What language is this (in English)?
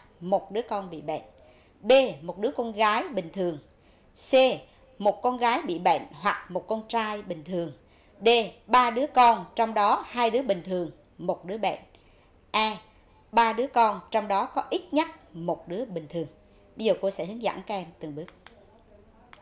Vietnamese